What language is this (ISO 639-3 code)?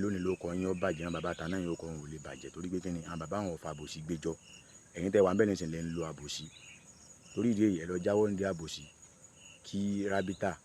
yor